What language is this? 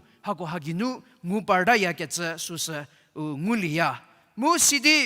Angami Naga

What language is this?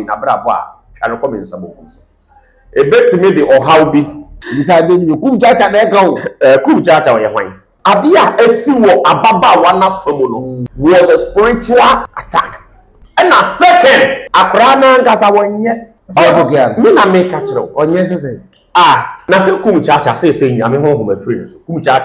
Akan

